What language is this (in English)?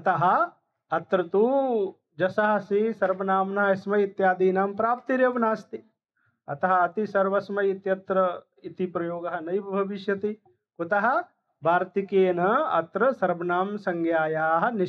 Sanskrit